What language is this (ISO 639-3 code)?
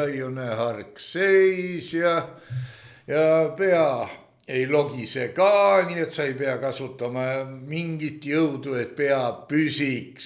est